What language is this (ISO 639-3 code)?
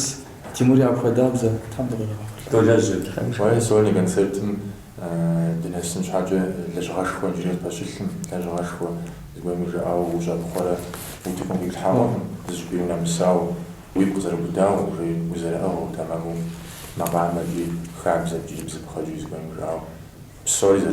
kbd